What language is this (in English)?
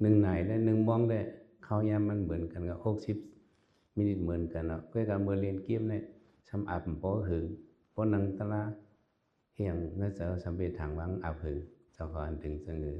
Shan